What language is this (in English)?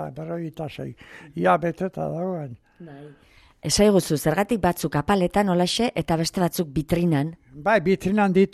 Basque